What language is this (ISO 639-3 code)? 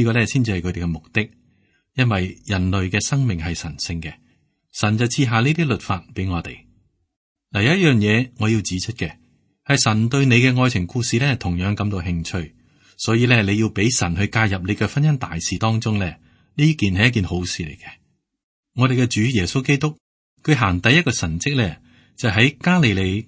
yue